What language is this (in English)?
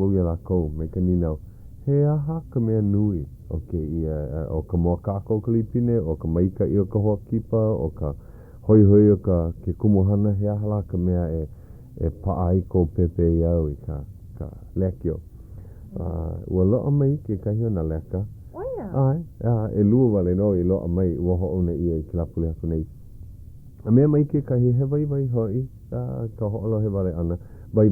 Hawaiian